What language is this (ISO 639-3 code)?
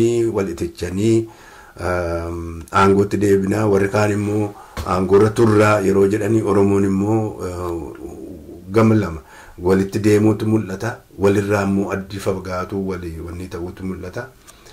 orm